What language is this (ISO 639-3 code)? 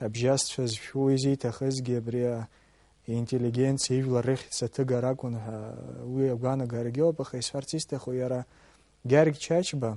abk